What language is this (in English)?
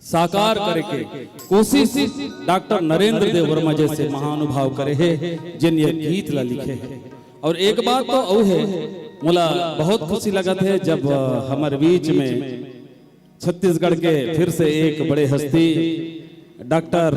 Chhattisgarhi